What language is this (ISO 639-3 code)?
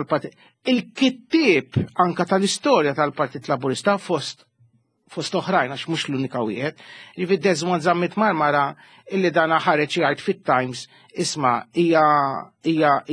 mlt